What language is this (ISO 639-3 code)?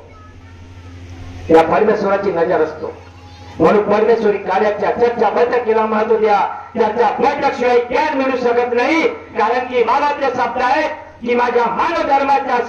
mar